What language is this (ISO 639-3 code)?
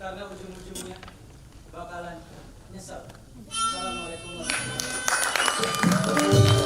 bew